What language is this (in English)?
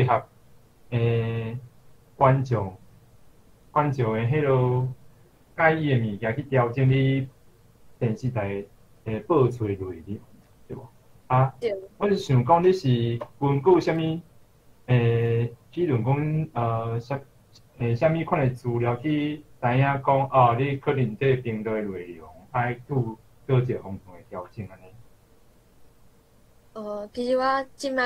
Min Nan Chinese